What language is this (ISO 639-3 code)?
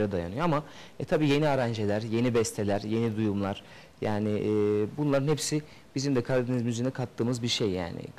tur